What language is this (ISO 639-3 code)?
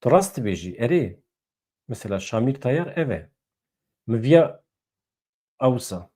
kur